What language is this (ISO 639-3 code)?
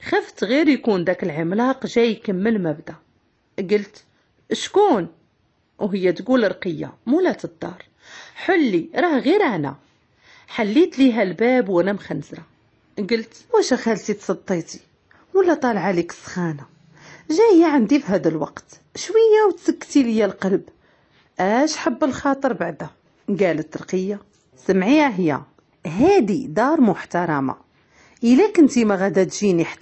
ary